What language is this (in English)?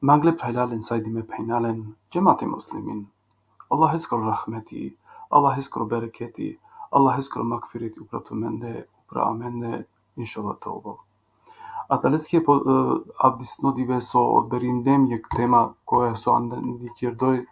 Balkan Romani